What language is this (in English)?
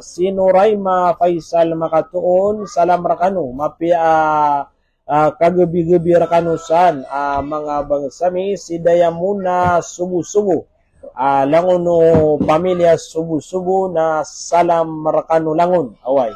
Maranao